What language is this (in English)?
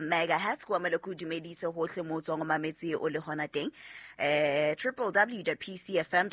Southern Sotho